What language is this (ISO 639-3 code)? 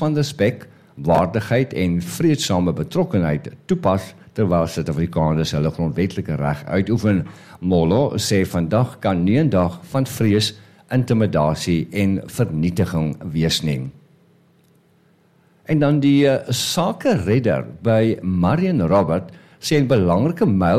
afr